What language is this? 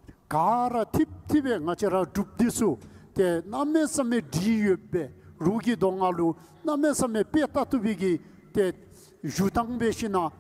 Dzongkha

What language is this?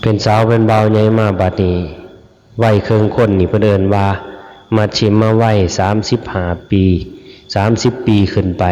Northeastern Thai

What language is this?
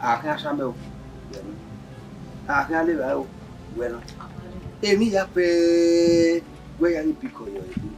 Bini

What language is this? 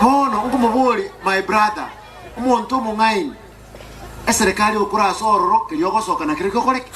Gusii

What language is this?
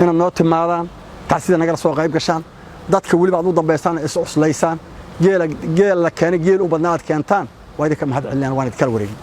Somali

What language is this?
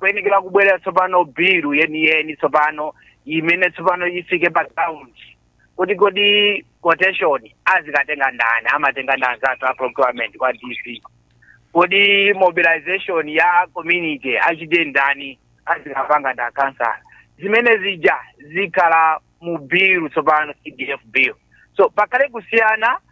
Nyanja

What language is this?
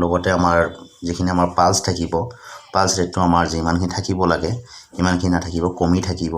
Assamese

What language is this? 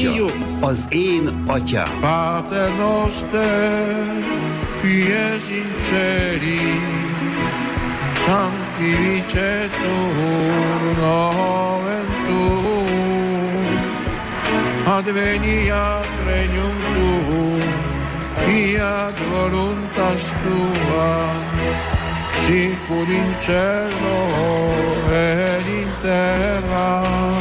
Hungarian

